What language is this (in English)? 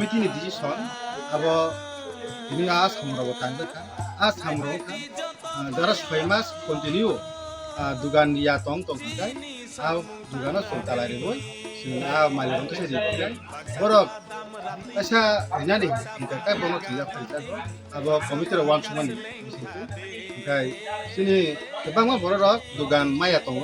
Kok Borok